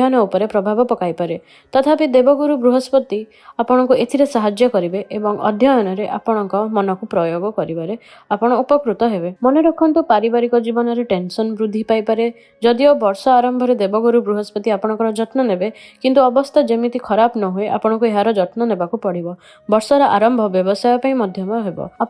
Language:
Odia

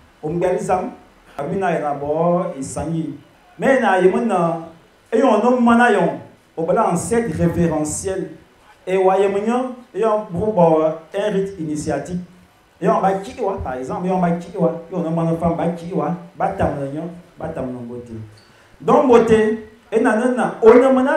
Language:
Fang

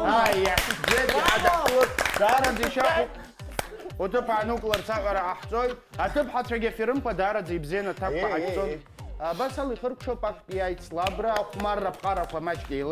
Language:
Abkhazian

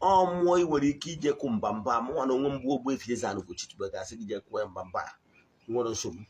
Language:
Igbo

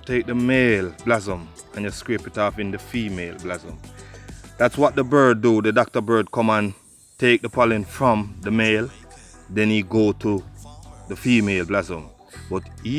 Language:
Jamaican Creole English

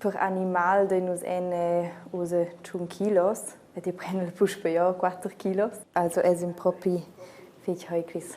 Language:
Romansh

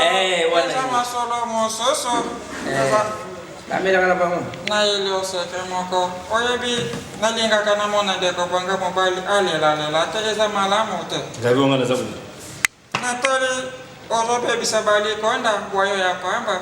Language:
Lingala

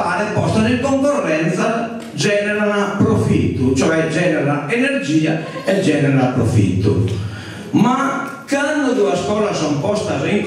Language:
Sardinian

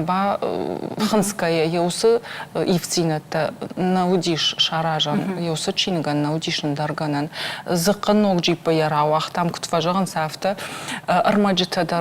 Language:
Ossetic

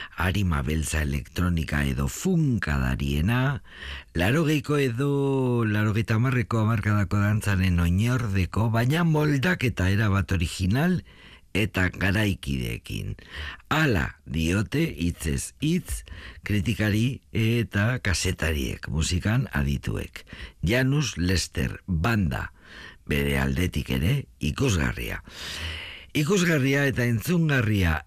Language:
Basque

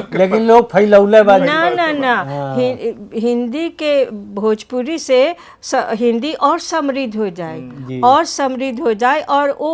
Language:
Bhojpuri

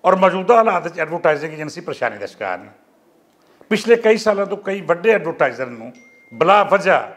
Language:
Western Panjabi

